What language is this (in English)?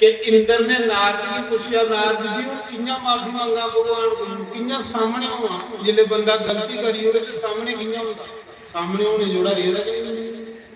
Dogri